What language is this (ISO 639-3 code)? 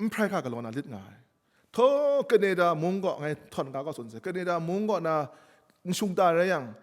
kac